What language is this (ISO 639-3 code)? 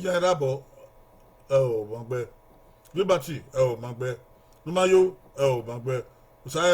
bin